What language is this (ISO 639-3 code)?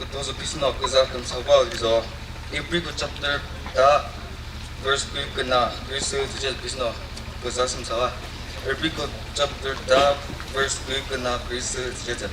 nri